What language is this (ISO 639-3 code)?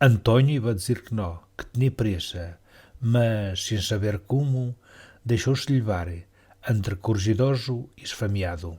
mwl